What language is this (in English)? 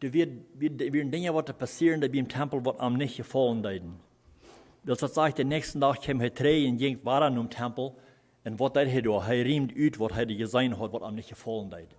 Plautdietsch